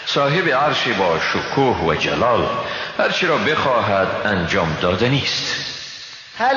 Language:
Persian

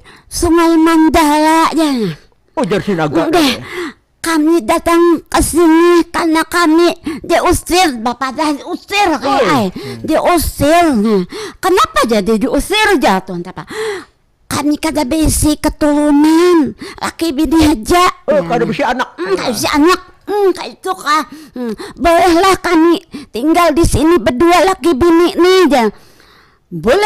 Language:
Banjar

